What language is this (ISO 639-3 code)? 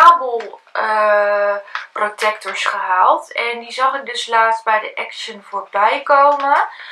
nld